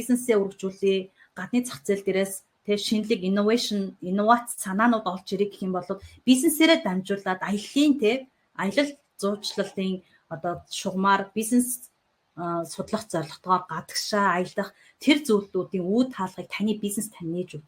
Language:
Mongolian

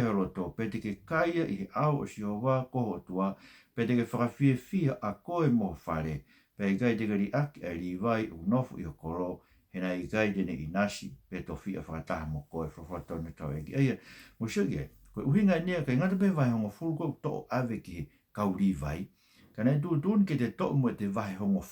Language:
Tongan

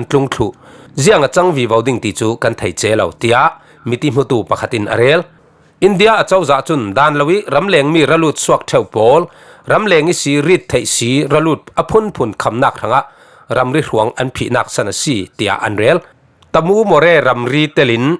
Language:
Falam Chin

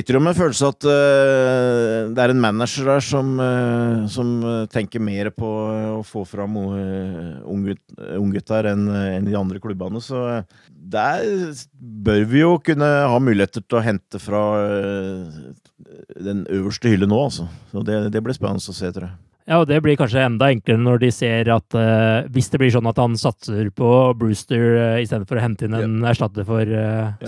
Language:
Norwegian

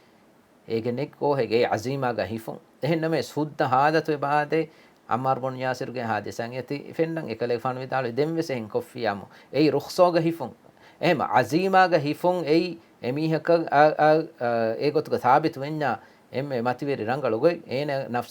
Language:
Divehi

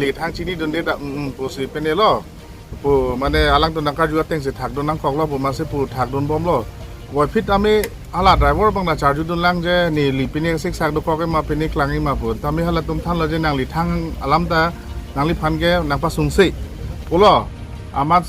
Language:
Karbi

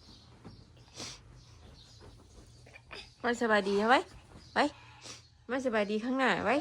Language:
Northeastern Thai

